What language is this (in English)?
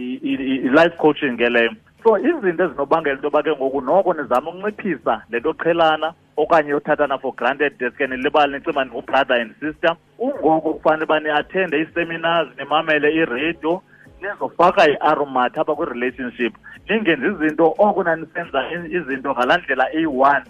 Xhosa